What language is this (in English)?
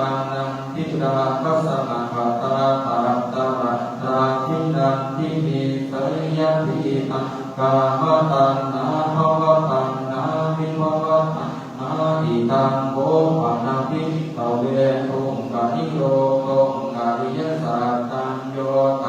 Pali